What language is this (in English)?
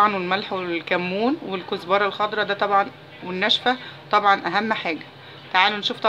Egyptian Arabic